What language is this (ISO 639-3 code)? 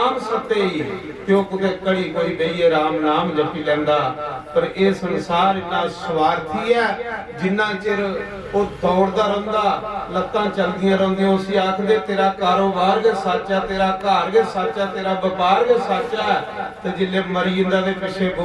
doi